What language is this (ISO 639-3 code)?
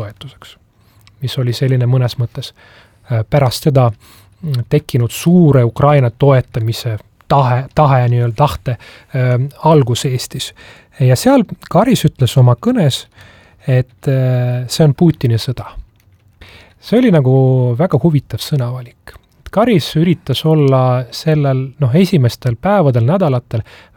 est